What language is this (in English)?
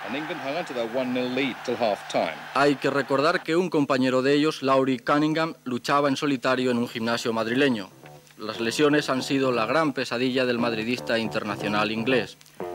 Spanish